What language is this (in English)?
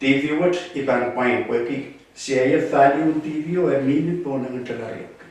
Pohnpeian